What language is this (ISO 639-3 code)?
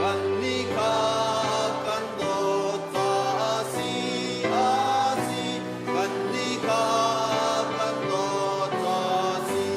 cnh